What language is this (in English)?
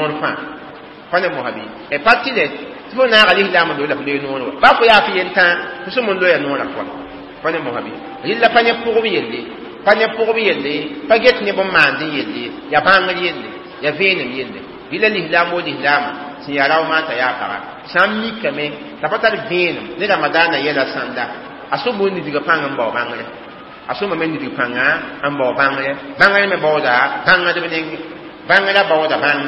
Mossi